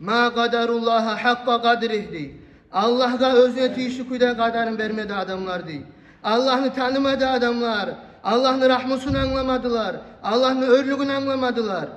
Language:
Kumyk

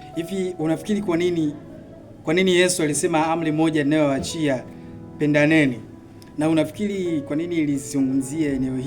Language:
Swahili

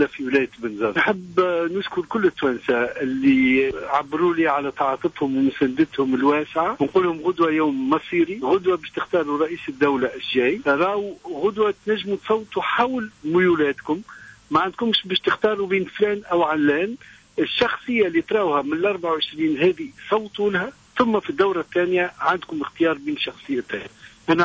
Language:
Tunisian Arabic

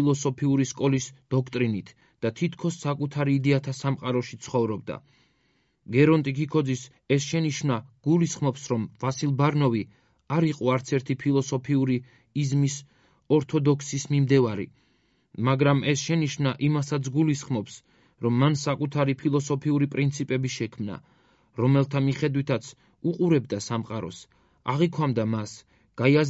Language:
Georgian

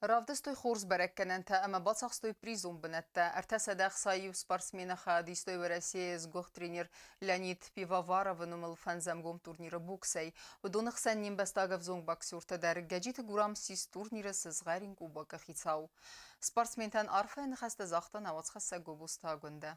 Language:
Ossetic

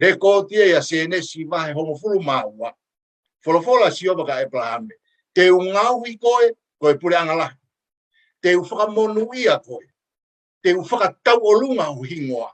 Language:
Tongan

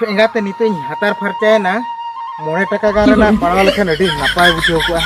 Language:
Santali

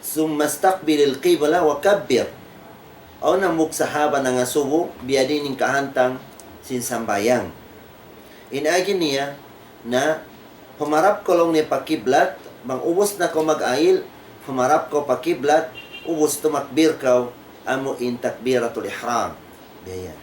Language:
Tausug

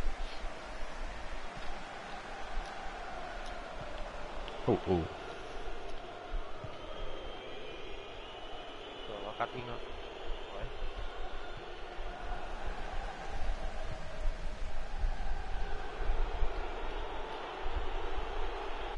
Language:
Thai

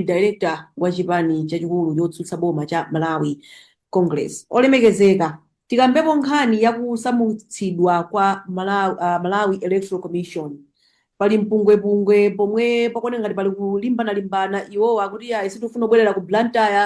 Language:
Nyanja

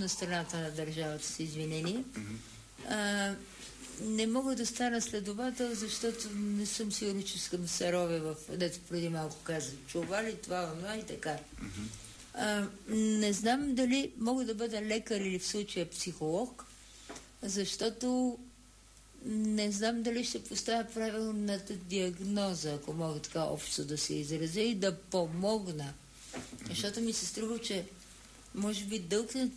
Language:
Bulgarian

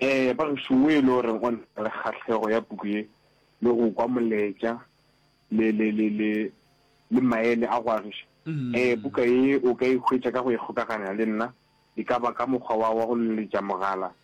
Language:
Northern Sotho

